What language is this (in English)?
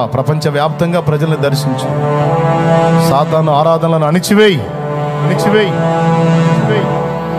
Telugu